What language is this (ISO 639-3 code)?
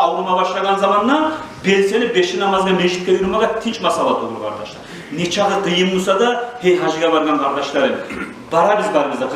kum